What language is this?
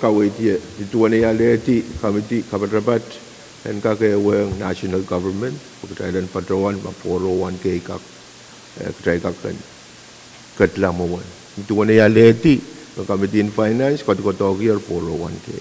Pohnpeian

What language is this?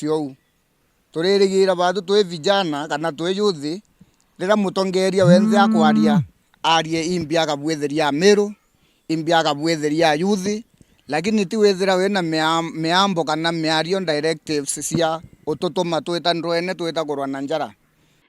Meru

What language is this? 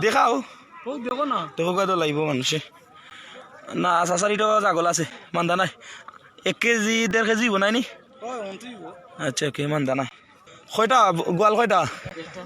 Sylheti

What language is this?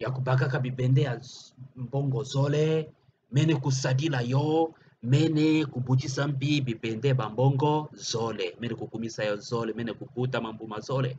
Kituba (Democratic Republic of Congo)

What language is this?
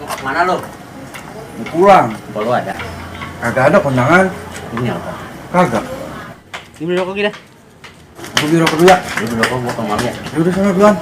Betawi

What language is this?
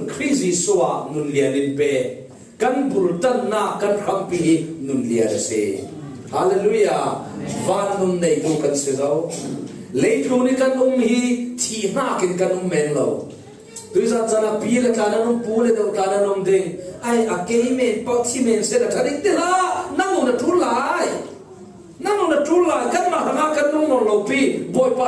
Falam Chin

